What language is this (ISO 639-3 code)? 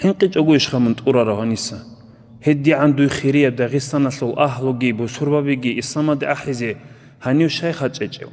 ava